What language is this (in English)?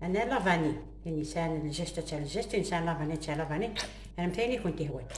Kabyle